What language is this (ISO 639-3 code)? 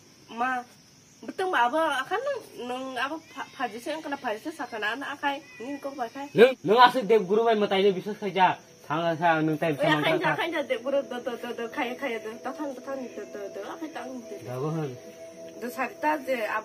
trp